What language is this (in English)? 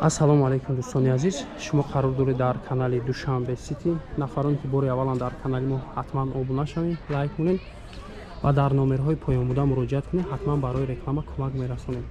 Tajik